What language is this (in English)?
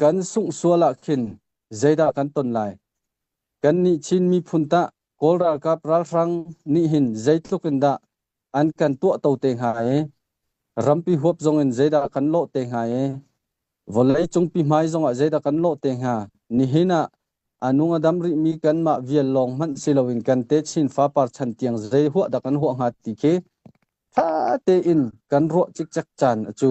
Hakha Chin